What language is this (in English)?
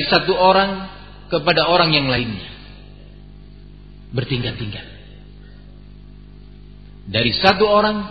Indonesian